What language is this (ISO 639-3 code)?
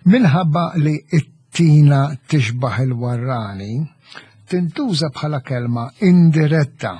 mlt